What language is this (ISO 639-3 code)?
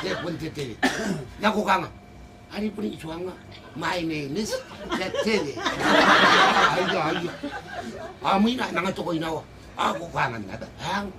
gil